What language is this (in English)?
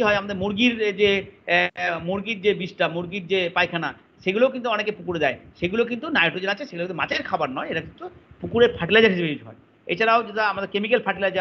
Bangla